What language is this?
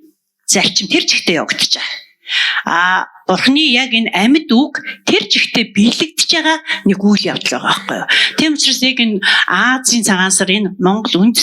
Mongolian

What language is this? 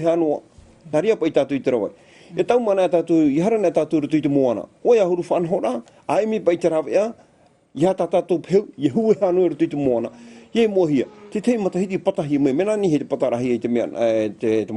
Tahitian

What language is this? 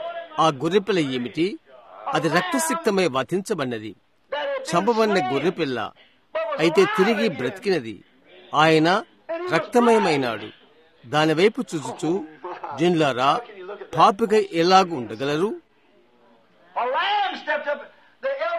Telugu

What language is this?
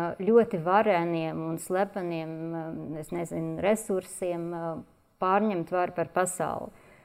Latvian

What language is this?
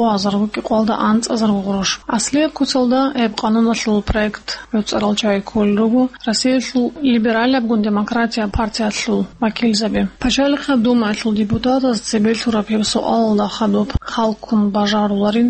Avaric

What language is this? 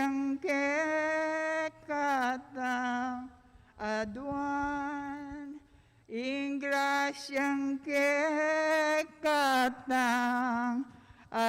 Pampanga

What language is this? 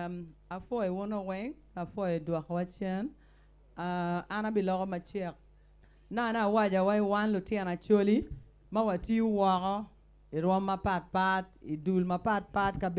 Acoli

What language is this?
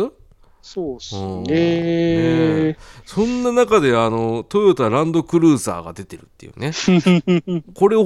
Japanese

